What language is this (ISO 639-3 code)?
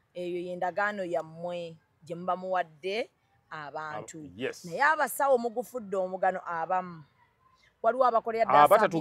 lug